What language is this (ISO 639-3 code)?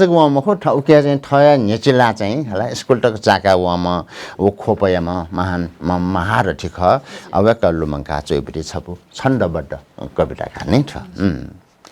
new